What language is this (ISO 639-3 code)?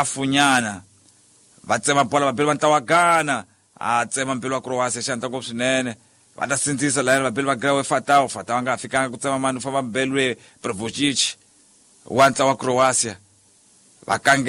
tso